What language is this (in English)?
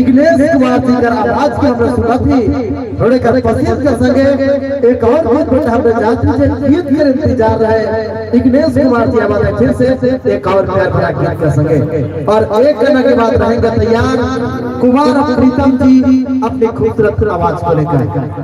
Sadri